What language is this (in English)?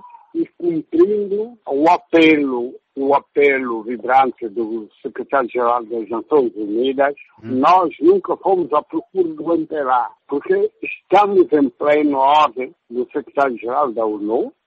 Portuguese